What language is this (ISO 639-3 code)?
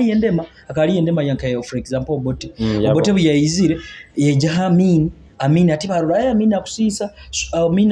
nyo